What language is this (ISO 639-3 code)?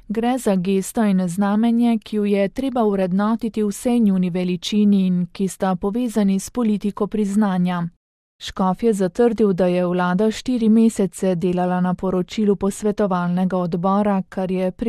slv